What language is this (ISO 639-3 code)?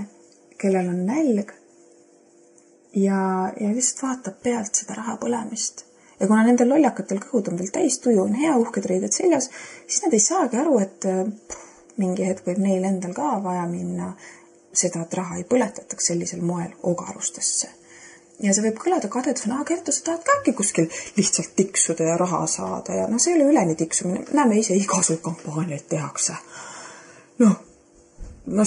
est